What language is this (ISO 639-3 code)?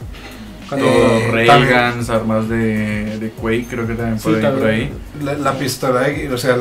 spa